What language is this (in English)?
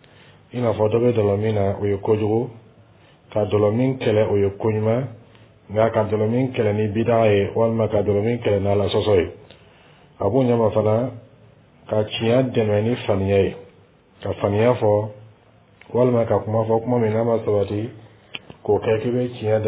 Dyula